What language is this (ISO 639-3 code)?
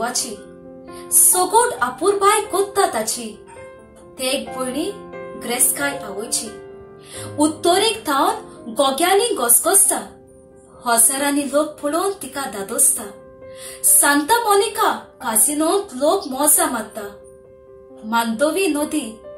kok